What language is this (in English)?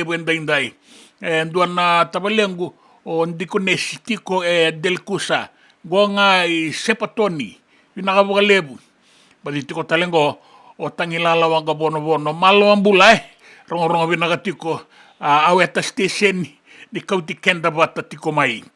Fijian